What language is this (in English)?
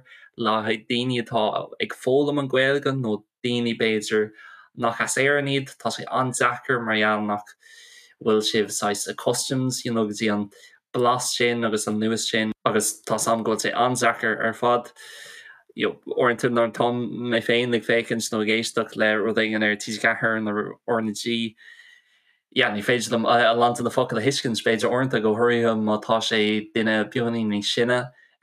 Irish